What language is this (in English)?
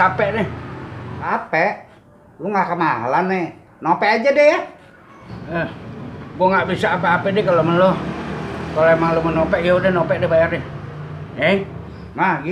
Betawi